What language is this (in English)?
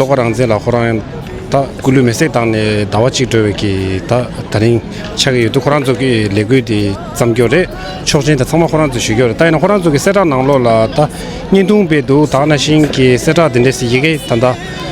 Tibetan